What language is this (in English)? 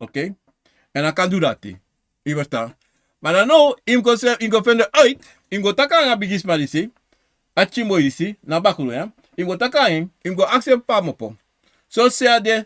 Sranan Tongo